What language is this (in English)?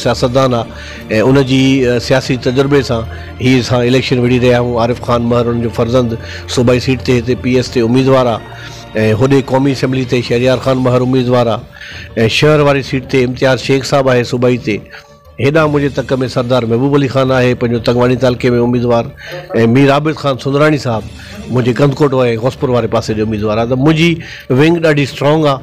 Sindhi